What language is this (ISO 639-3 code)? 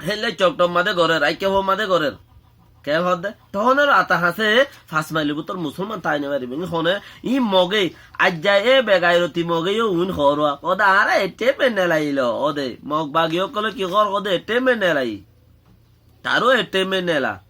rhg